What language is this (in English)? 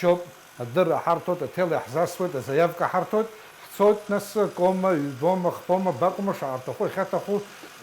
Abkhazian